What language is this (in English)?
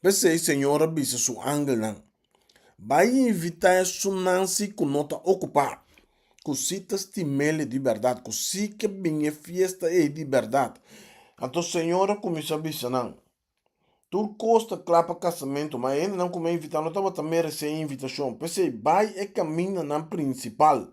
Papiamento